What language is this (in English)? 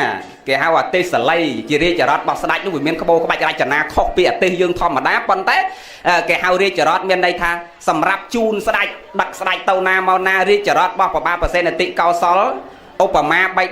Khmer